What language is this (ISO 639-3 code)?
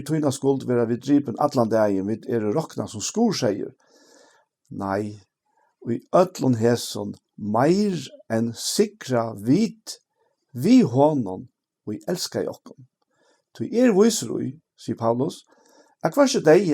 fao